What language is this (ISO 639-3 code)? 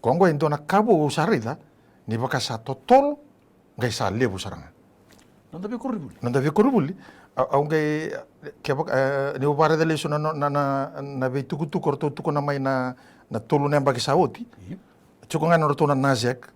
fij